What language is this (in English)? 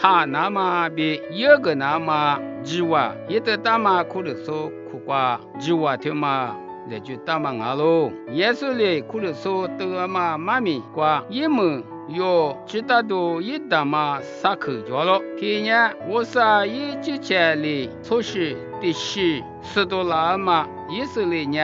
Lisu